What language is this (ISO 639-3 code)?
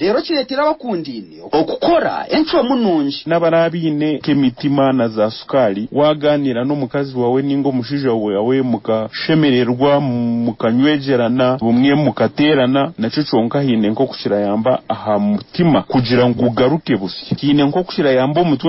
nyn